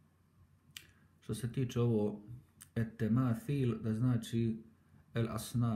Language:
Bosnian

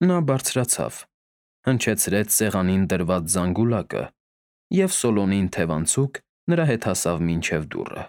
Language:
Armenian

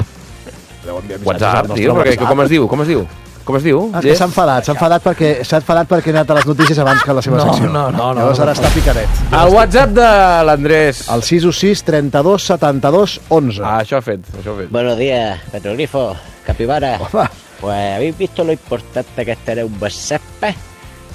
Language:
Catalan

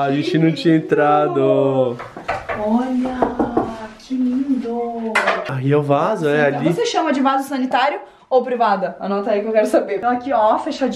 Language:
Portuguese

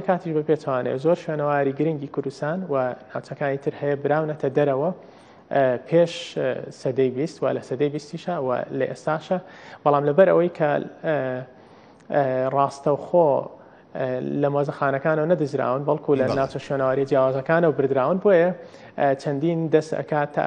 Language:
Central Kurdish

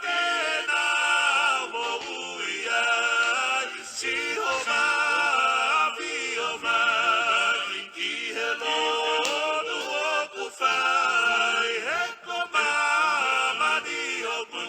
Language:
Tongan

